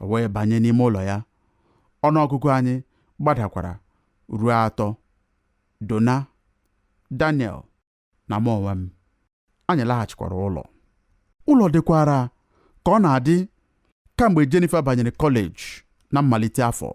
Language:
Igbo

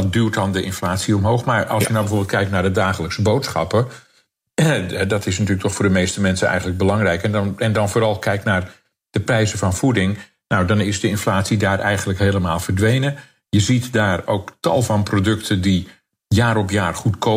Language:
Dutch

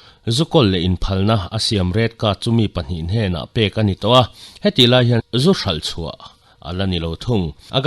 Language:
Mizo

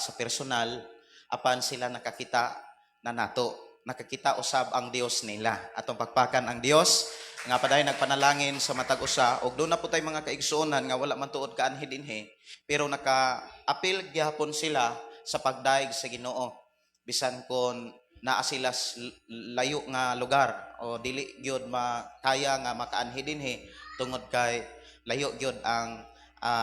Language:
Cebuano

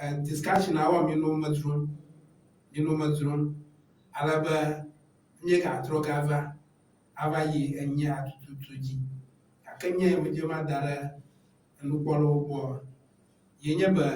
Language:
Ewe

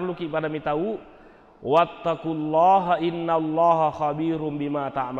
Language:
Buginese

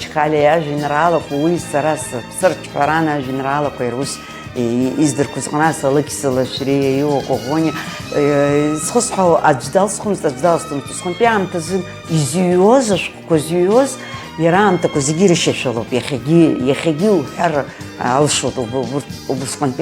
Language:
Abkhazian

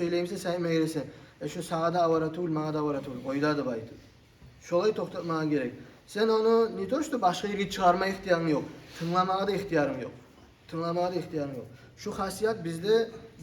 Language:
Kumyk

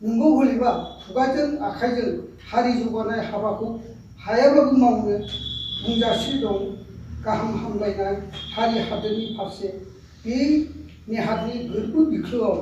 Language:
Bodo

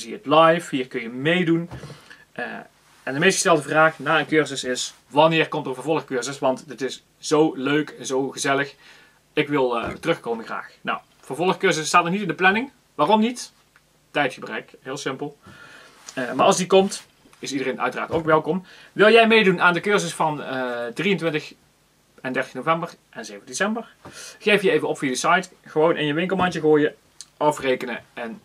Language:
Dutch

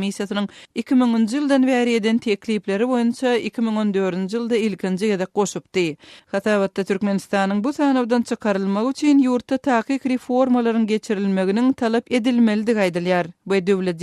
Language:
Turkmen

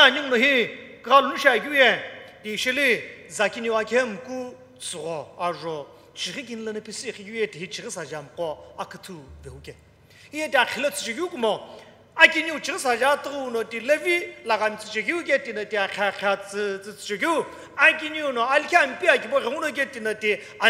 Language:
Sumi Naga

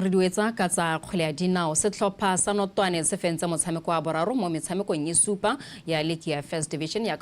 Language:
Tswana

